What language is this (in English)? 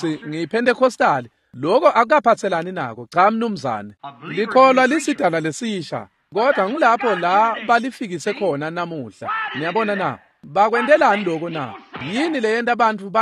Swati